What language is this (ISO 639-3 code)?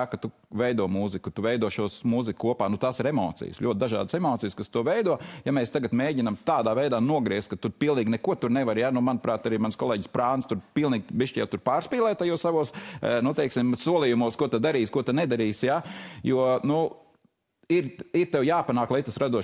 lav